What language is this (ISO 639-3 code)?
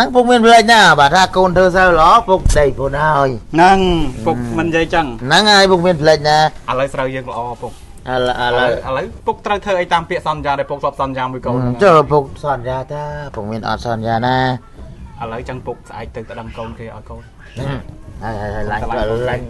khm